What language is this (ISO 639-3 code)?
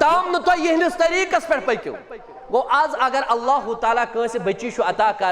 kas